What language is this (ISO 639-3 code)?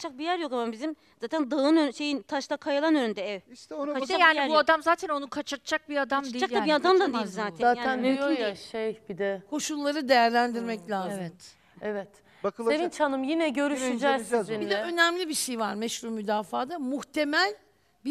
tur